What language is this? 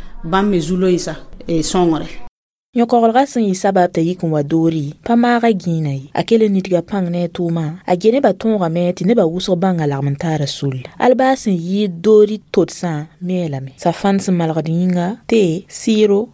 Mossi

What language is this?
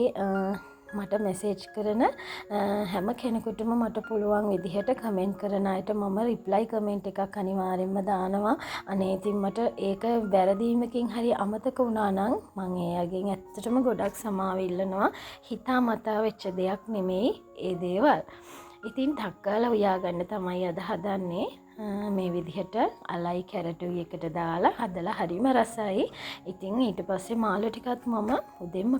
Sinhala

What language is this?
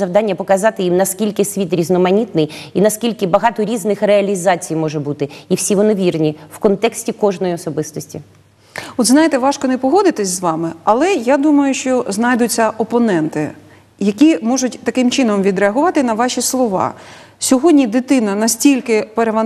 Ukrainian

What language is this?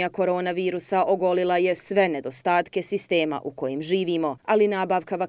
Bosnian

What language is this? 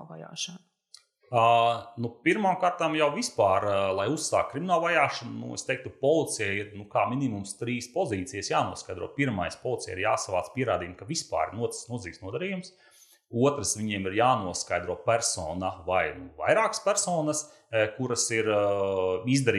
Latvian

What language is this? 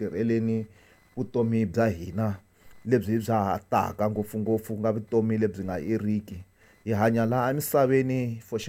Tsonga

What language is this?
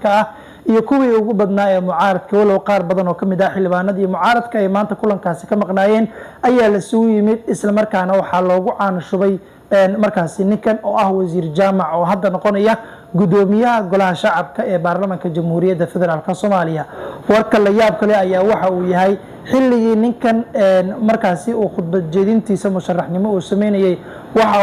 Somali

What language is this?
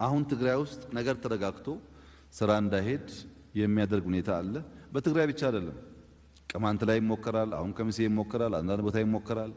Amharic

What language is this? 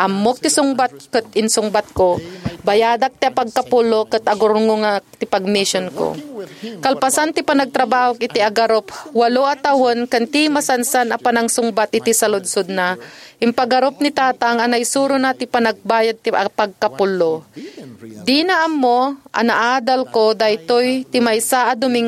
Iloko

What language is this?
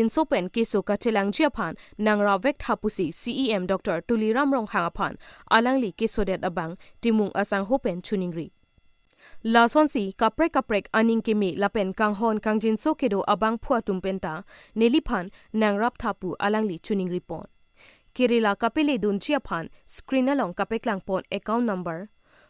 Karbi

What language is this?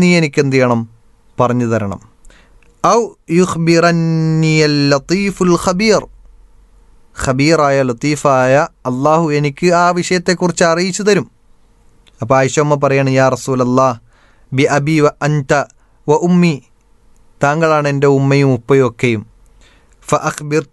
Malayalam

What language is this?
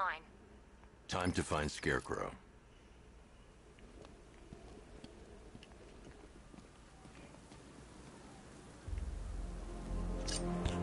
English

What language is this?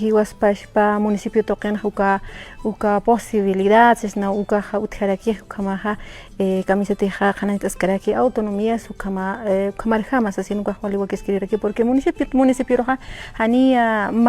Aymara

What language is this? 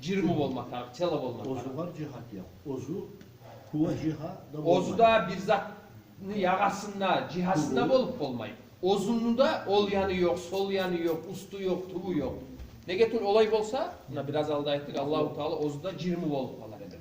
Kumyk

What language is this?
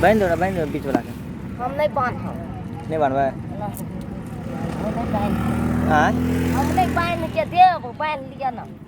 Maithili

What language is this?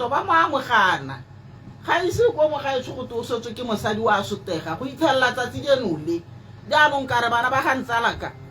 Tswana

